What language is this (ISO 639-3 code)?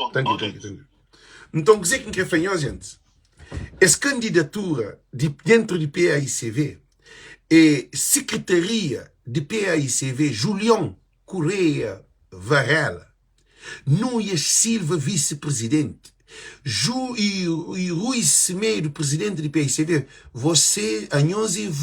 kea